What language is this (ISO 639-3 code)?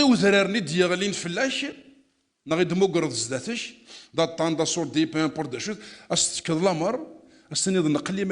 kab